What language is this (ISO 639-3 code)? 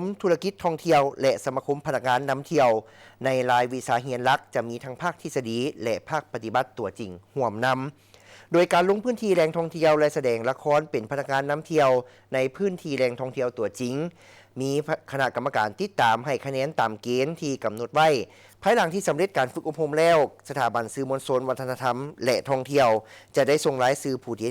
lao